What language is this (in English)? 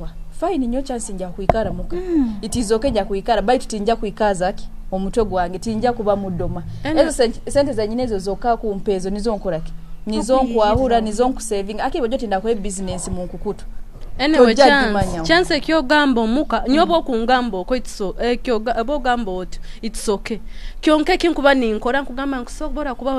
Nyoro